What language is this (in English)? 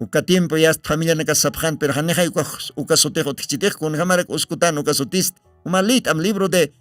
Aymara